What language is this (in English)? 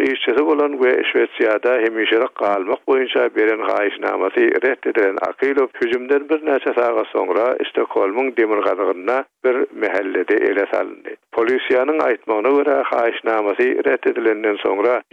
Turkmen